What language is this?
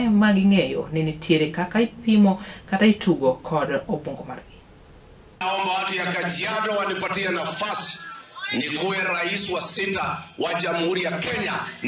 Luo (Kenya and Tanzania)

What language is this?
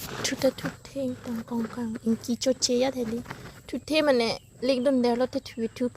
Karbi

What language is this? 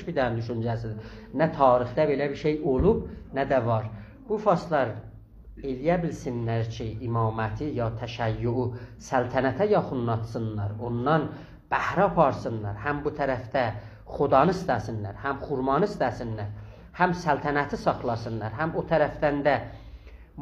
South Azerbaijani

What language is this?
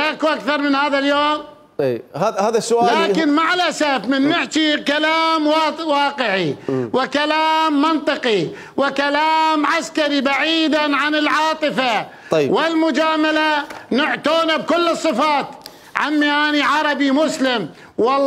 Mesopotamian Arabic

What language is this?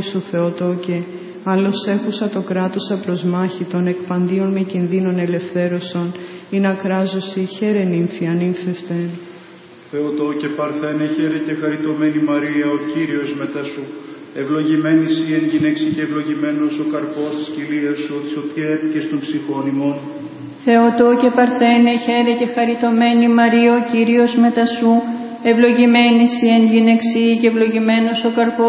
Greek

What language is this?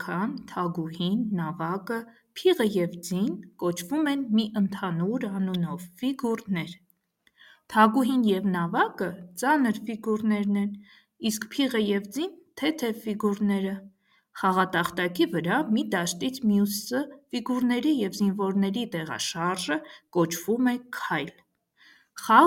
Armenian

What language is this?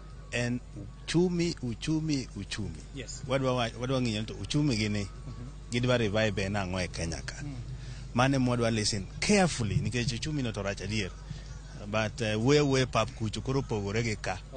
Luo (Kenya and Tanzania)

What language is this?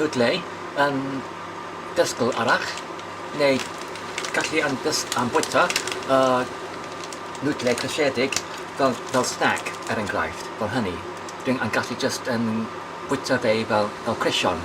Welsh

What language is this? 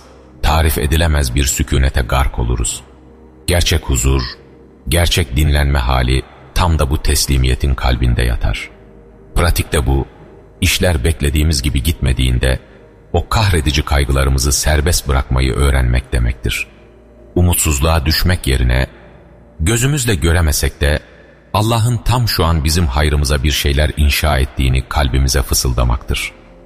Turkish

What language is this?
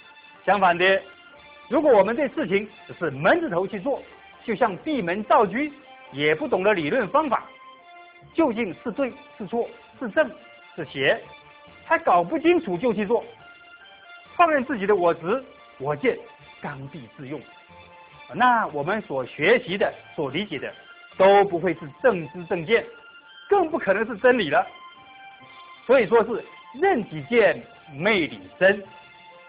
Chinese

